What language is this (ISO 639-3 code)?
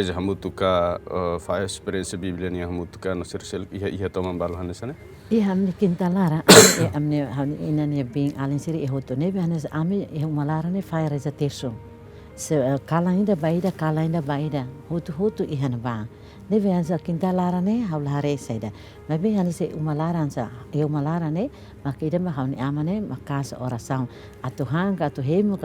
tet